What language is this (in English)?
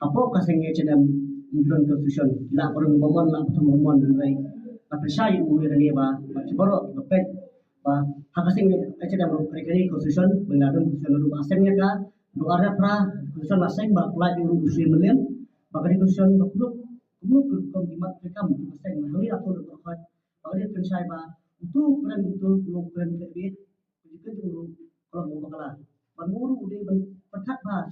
Khasi